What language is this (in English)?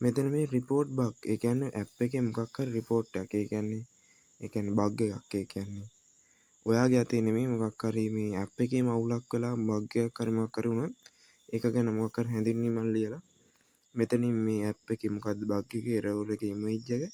Sinhala